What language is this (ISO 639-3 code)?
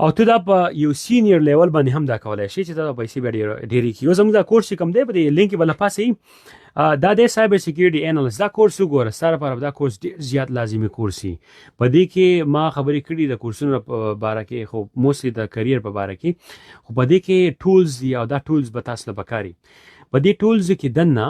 pus